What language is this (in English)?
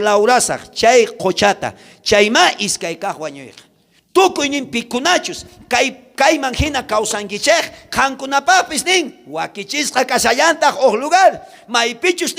South Bolivian Quechua